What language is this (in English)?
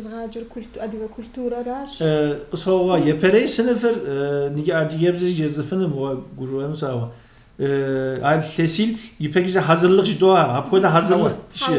Kabardian